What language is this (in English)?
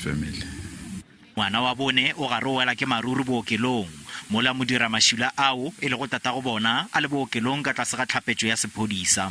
Northern Sotho